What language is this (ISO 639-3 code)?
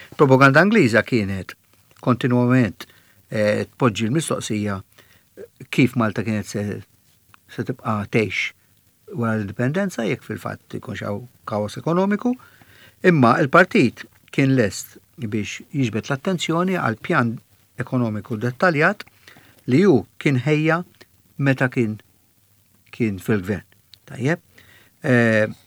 mlt